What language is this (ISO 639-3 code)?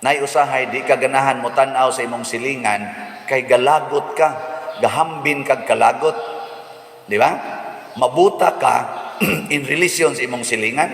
ceb